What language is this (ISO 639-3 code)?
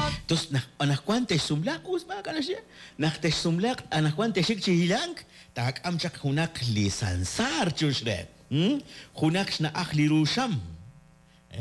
kek